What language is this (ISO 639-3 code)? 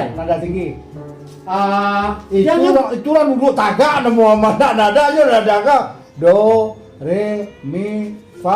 min